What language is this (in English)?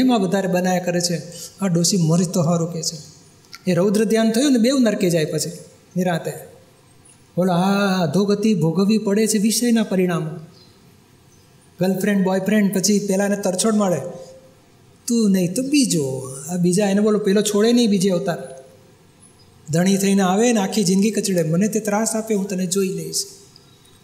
Gujarati